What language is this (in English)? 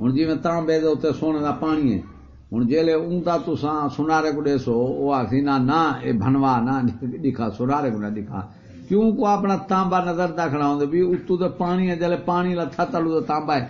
Saraiki